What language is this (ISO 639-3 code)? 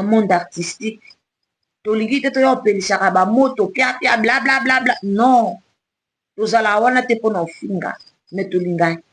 lin